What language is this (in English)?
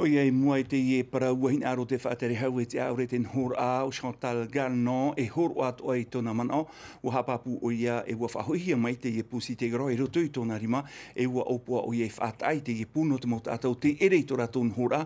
Tahitian